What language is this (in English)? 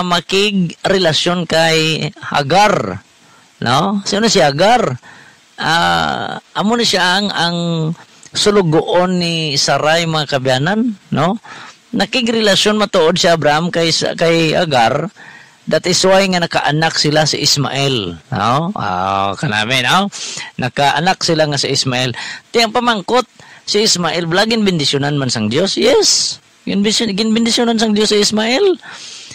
Hiligaynon